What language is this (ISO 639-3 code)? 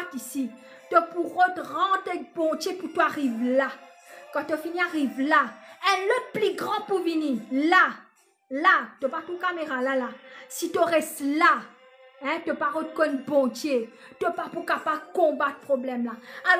mfe